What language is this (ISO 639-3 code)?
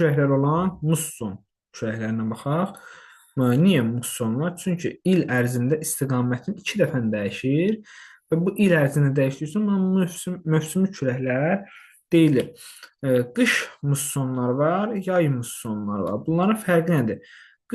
aze